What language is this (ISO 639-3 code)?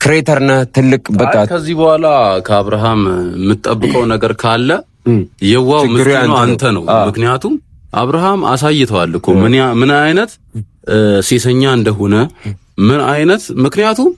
amh